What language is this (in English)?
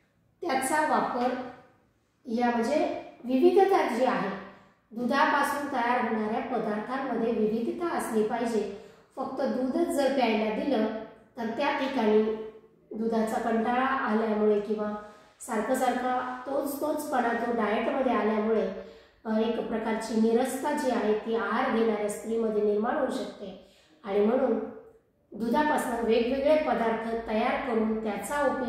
Marathi